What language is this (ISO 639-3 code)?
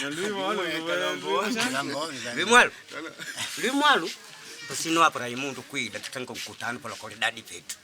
kde